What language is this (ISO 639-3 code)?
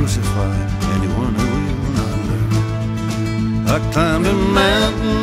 eng